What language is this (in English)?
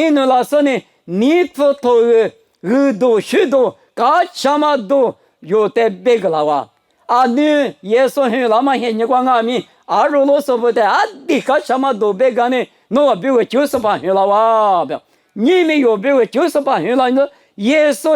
Lisu